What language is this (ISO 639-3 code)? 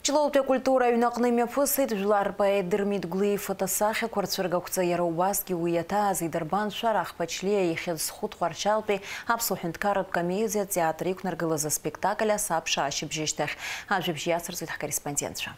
abk